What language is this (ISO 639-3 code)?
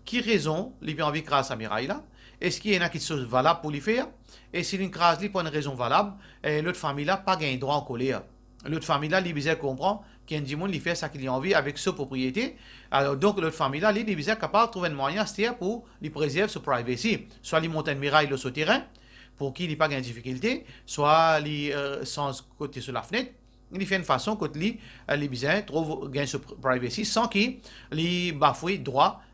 mfe